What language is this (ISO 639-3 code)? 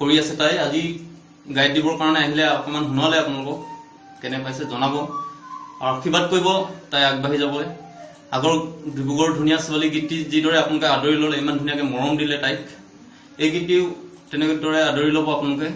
asm